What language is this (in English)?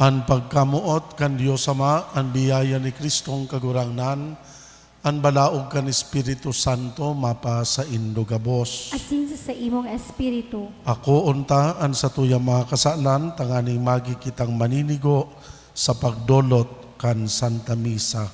Bikol